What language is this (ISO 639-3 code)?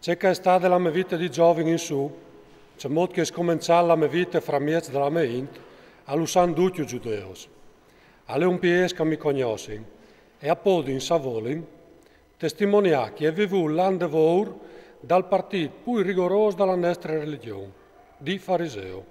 fur